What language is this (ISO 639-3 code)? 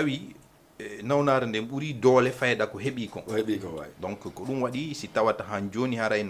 ful